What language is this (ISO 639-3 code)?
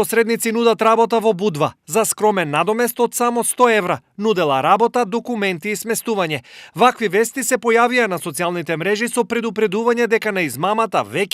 mkd